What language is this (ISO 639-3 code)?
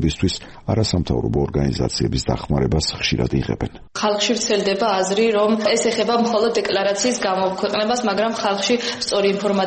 kat